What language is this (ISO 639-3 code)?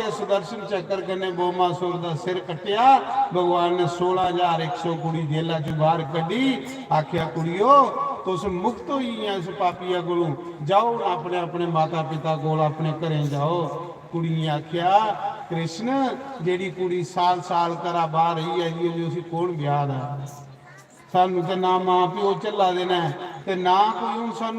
doi